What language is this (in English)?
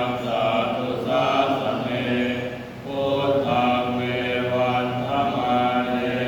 Pali